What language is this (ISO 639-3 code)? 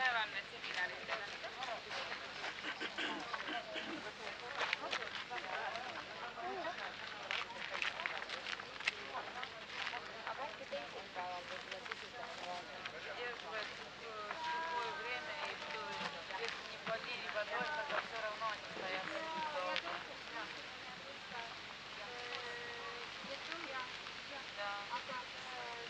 est